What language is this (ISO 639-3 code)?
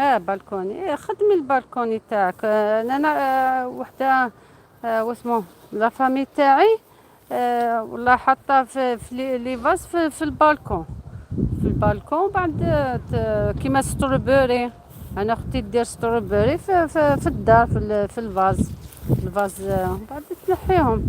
arq